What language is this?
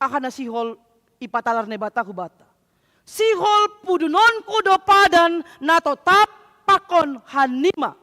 Batak Simalungun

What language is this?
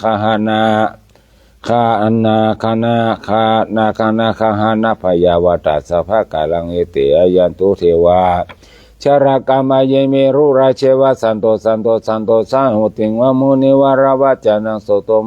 Pali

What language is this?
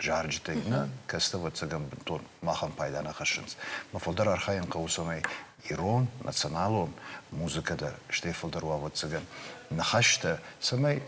Ossetic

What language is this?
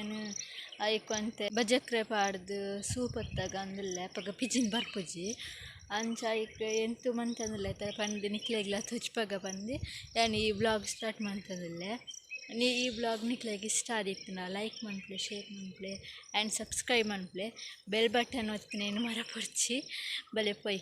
Tulu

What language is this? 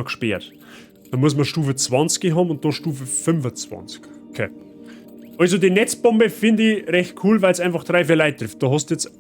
Bavarian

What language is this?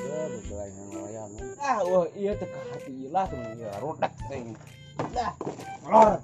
Sundanese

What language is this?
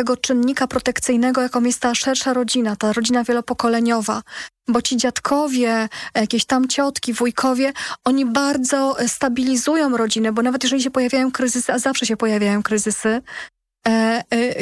Polish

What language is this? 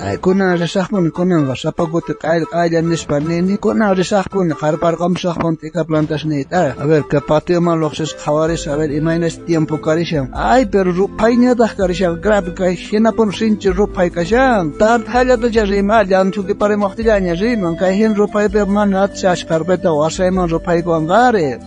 South Bolivian Quechua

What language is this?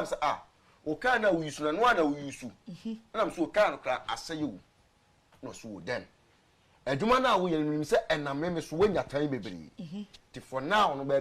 Akan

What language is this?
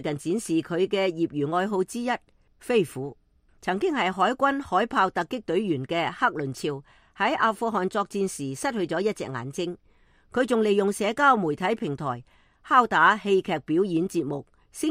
Cantonese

